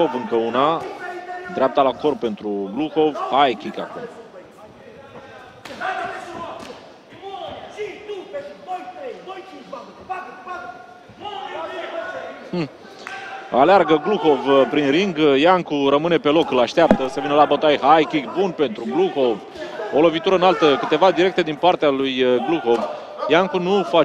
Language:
Romanian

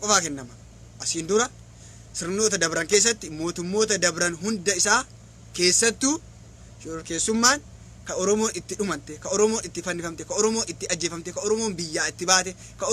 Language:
Oromo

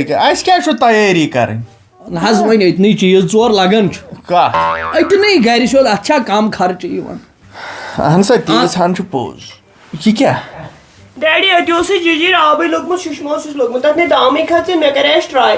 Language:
Kashmiri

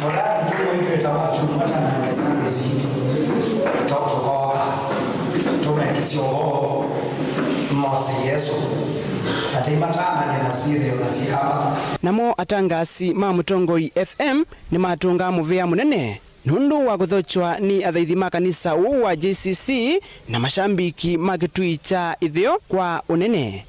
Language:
Kamba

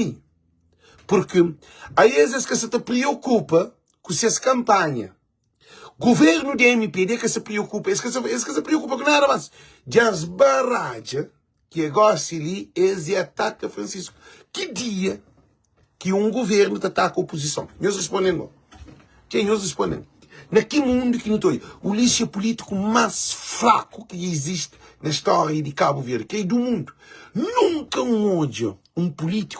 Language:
Kabuverdianu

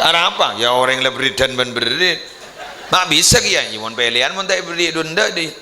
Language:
Madurese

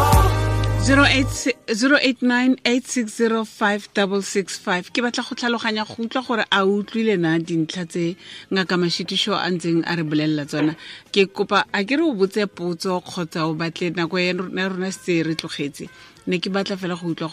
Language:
Tswana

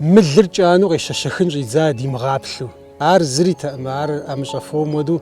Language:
Kabardian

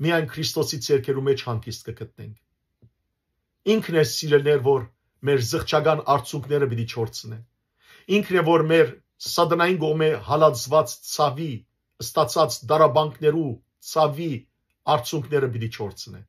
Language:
Western Armenian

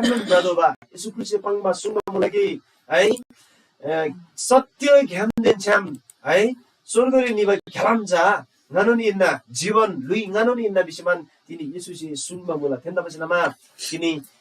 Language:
Eastern Tamang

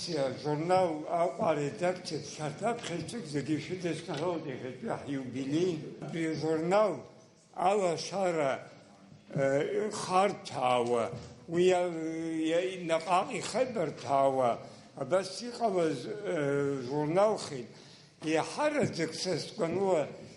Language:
Abkhazian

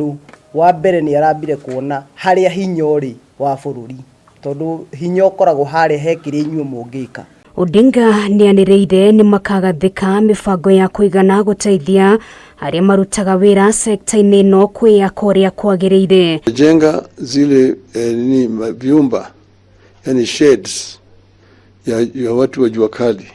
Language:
Kikuyu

